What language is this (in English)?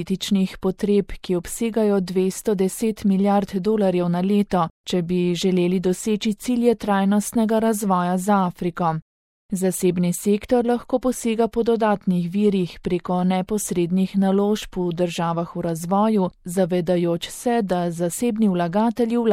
Slovenian